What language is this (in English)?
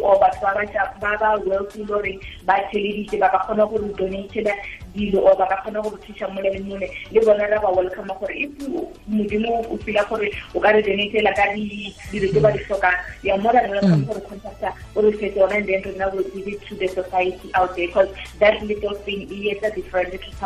Tswana